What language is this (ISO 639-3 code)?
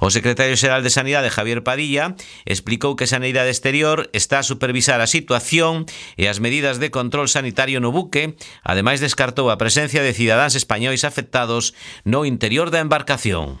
glg